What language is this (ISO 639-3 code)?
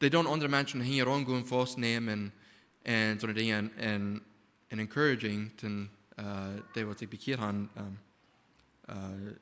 pdt